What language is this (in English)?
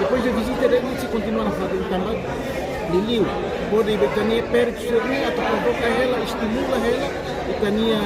Tetum